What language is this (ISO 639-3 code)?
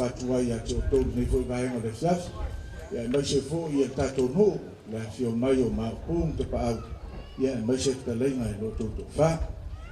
smo